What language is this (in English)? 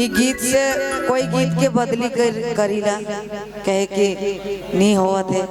Sadri